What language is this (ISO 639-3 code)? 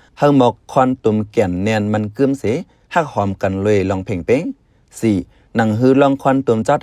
shn